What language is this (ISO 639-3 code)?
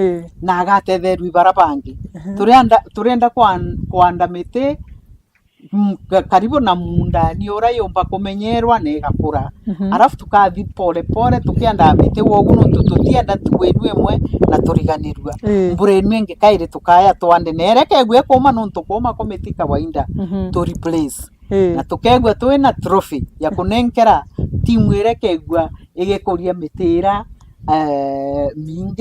mer